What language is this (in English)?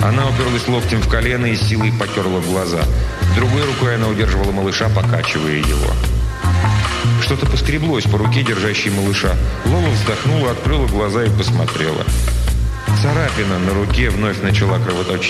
Russian